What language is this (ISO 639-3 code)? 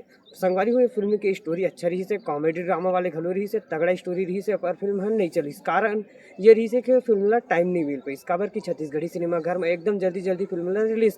hne